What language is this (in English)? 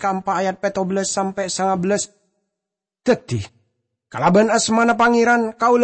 Madurese